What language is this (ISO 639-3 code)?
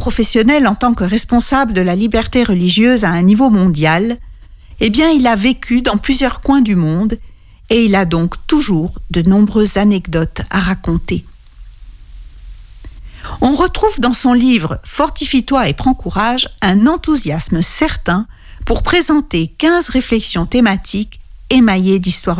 fra